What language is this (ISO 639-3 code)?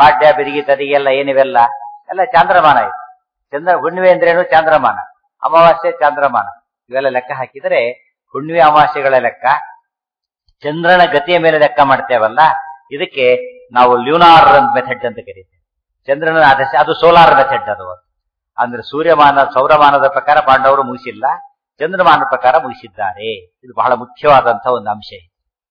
kan